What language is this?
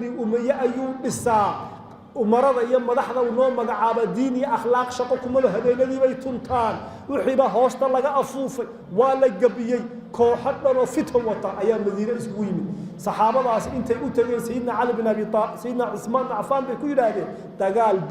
Somali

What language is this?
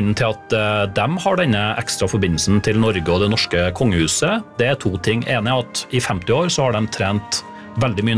Norwegian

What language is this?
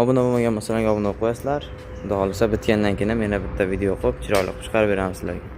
Uzbek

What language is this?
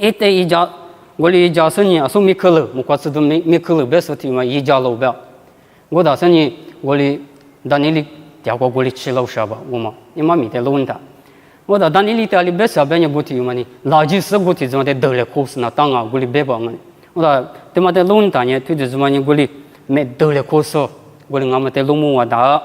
Lisu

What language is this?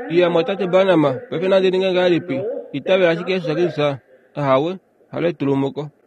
Kuanyama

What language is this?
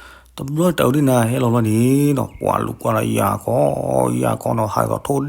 S'gaw Karen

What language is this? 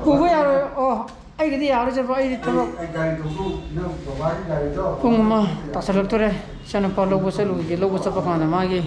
Manipuri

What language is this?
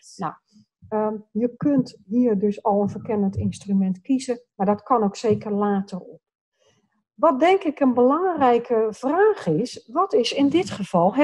Dutch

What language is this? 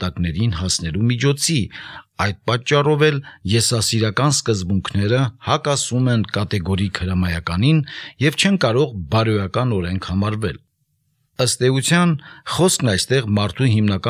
Armenian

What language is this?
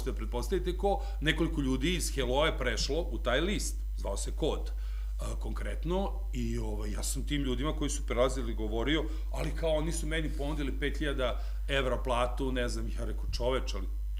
Serbian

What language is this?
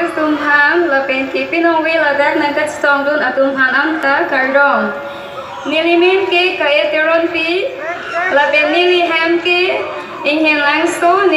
Karbi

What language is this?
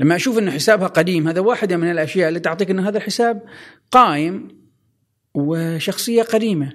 Gulf Arabic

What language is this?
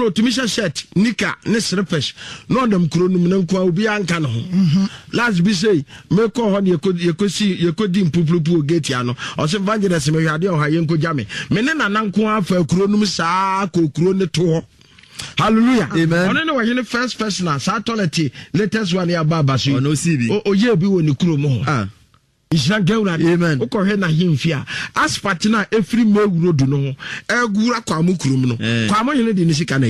Akan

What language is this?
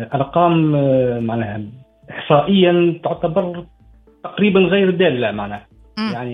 Tunisian Arabic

